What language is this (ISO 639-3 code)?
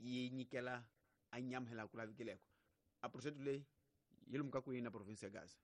tso